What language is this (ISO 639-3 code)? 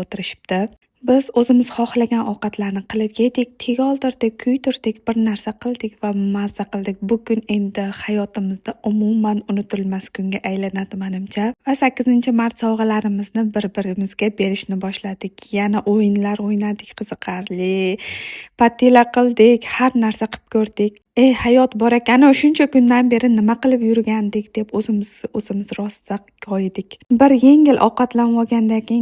uzb